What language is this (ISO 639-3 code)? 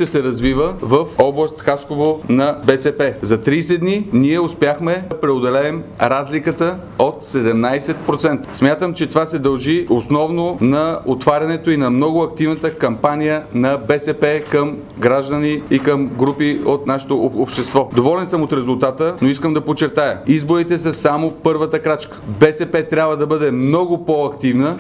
bul